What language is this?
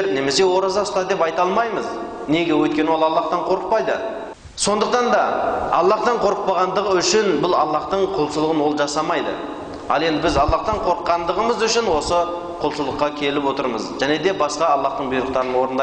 Kazakh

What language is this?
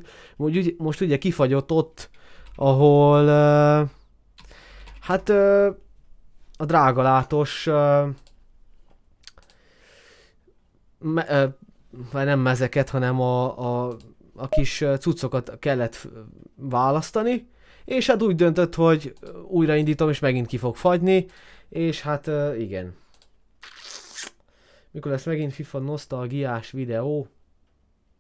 Hungarian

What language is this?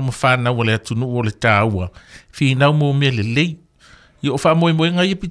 Samoan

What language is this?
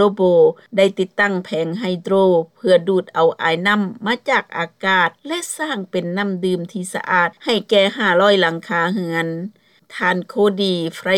Lao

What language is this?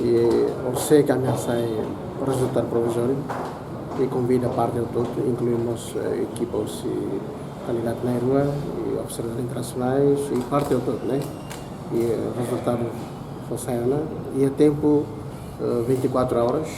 Tetum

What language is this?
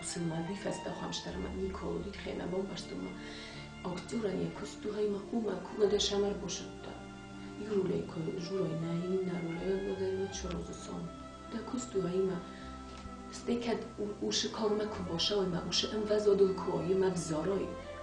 Ossetic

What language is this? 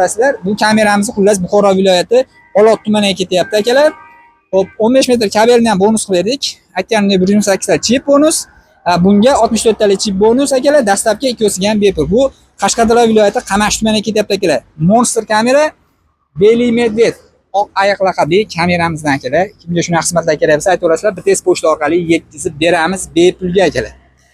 Uzbek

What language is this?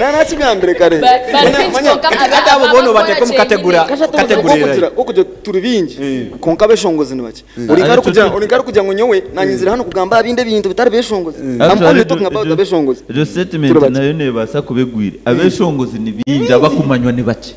Nyankole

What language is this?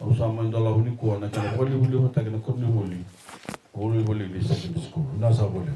Fijian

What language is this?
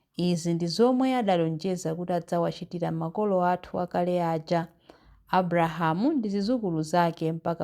Nyanja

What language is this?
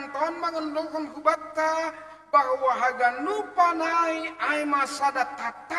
Batak Simalungun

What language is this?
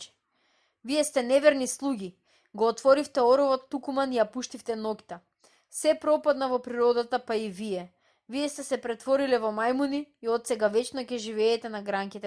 Macedonian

